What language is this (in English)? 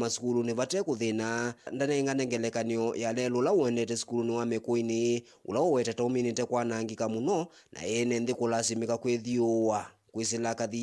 Kamba